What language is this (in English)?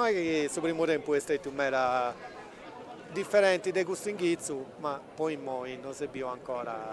Sardinian